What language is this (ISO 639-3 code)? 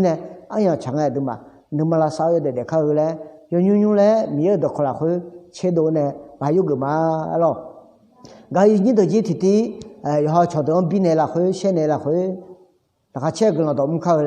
ahk